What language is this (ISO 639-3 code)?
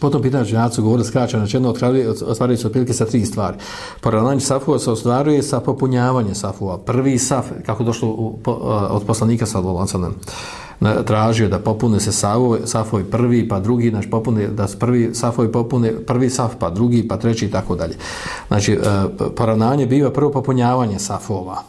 bos